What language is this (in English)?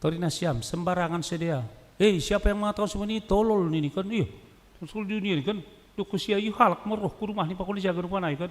Batak Simalungun